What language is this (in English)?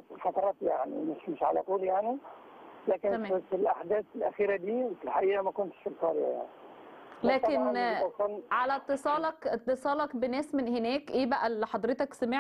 Egyptian Arabic